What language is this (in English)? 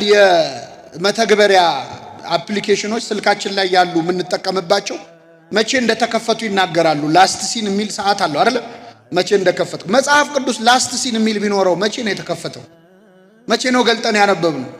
Amharic